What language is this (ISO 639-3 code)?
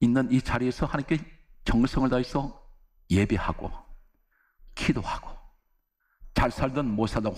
kor